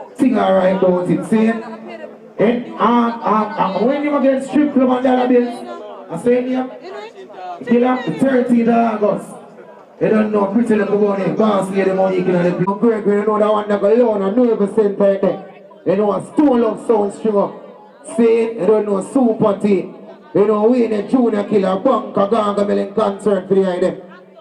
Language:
Jamaican Creole English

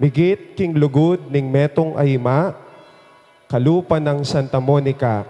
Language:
Pampanga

